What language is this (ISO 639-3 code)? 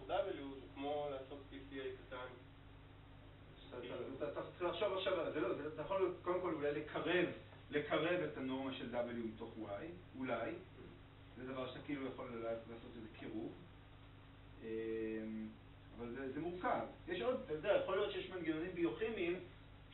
heb